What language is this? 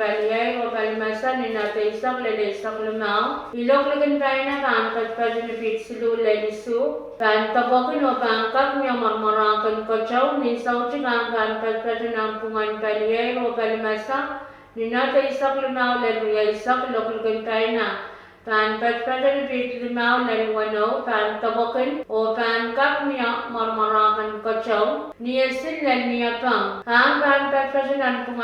Pohnpeian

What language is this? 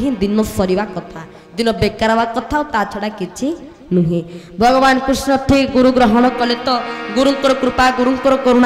Odia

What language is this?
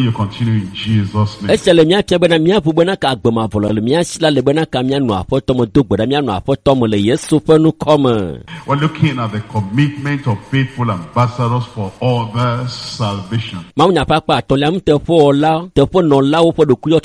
Ewe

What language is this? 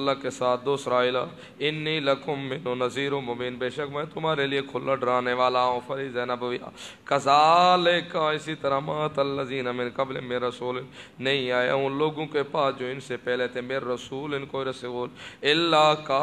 Urdu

